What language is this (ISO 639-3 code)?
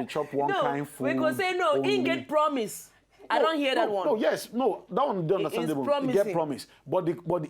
pcm